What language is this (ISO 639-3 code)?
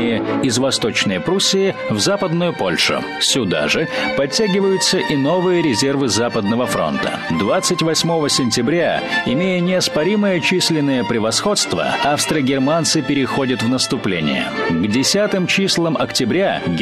rus